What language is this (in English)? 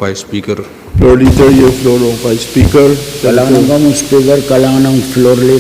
Pohnpeian